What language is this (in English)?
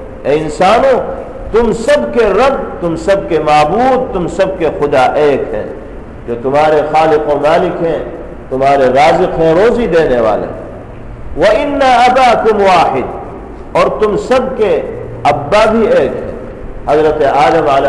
Urdu